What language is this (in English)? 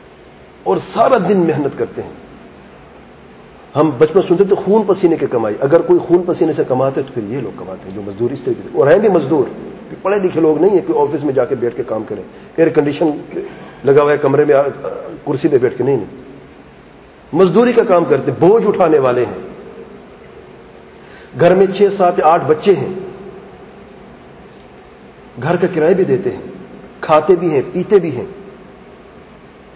Urdu